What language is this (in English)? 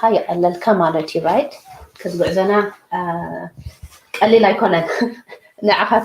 Tigrinya